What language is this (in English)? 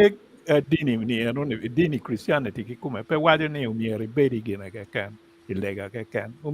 Acoli